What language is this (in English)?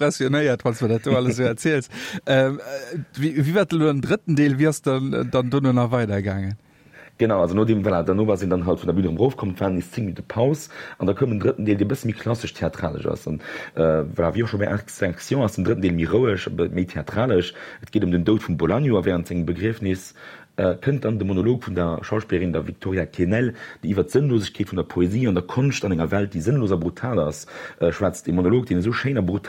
Luxembourgish